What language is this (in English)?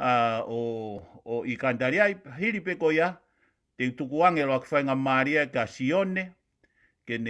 Tongan